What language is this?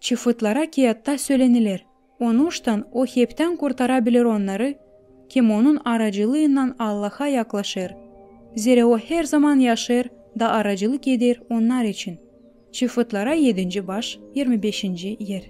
Gagauz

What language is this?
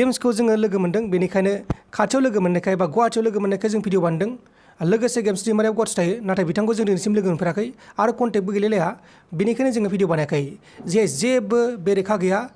Bodo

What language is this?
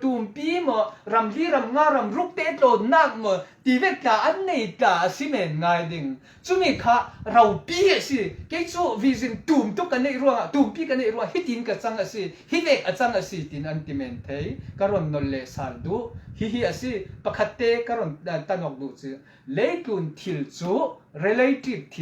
Falam Chin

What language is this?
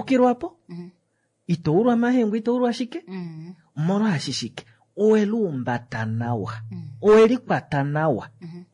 Kuanyama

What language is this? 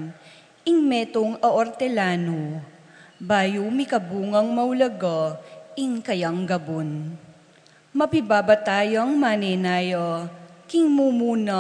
Pampanga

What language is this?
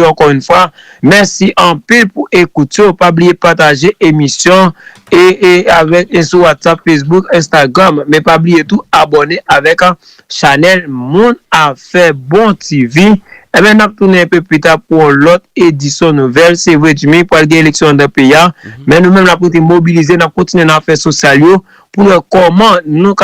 Haitian Creole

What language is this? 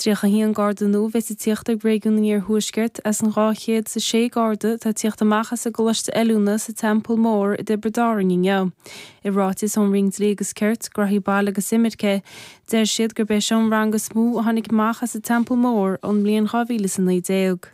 Irish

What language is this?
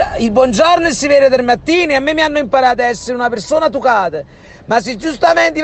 Neapolitan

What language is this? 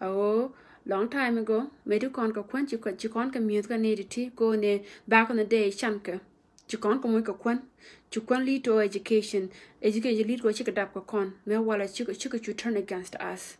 Nuer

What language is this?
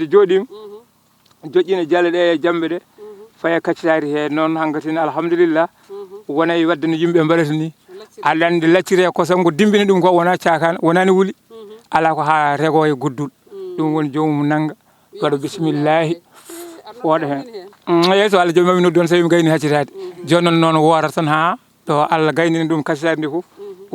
Fula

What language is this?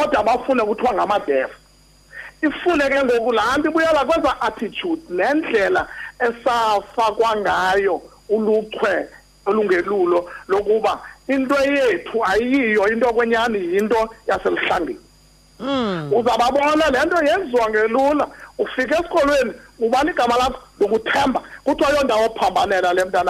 Xhosa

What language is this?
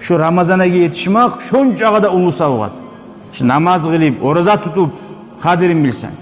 Kumyk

